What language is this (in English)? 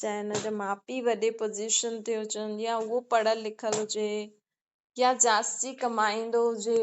Sindhi